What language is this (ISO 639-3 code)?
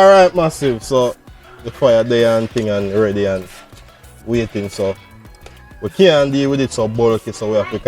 jam